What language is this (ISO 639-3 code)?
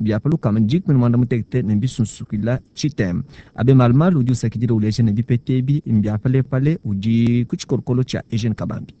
lua